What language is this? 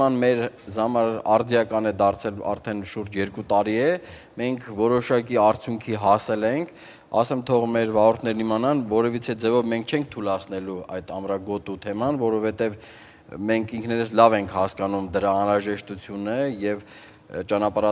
Armenian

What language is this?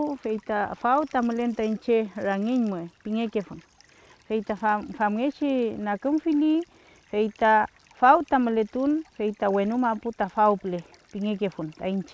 Mapuche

